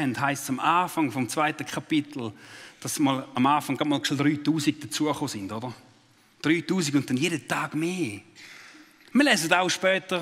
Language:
Swiss German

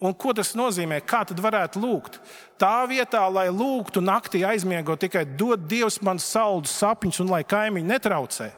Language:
Latvian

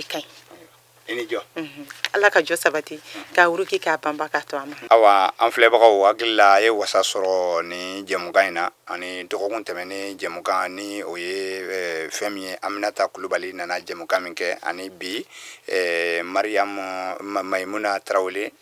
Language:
Bambara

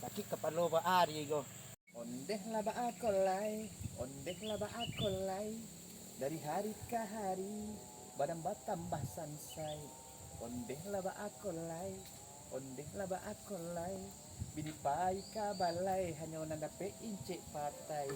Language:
Minangkabau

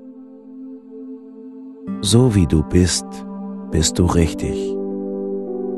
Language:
German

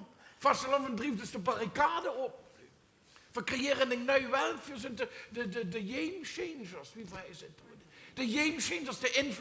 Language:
Limburgish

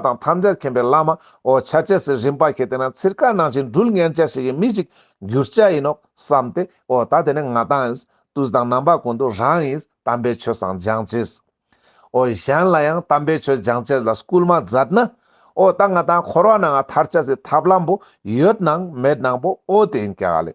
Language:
Ladakhi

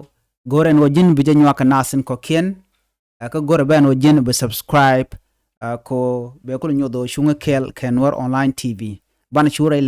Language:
Nuer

